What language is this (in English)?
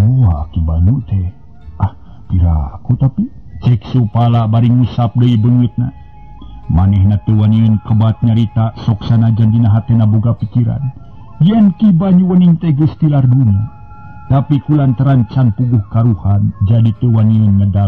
Sundanese